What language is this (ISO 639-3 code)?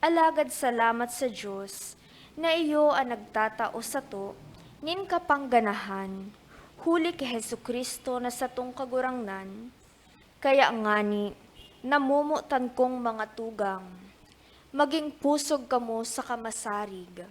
bik